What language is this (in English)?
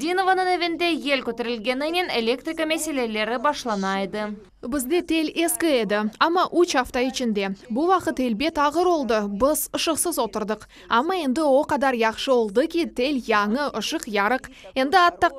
Crimean Tatar